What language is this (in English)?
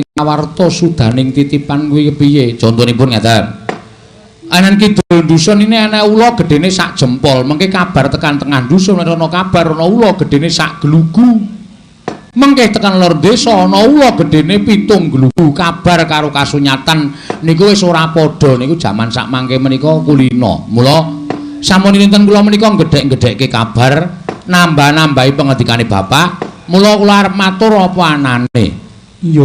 Javanese